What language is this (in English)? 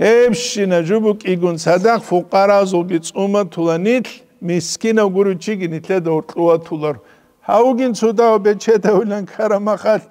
Avaric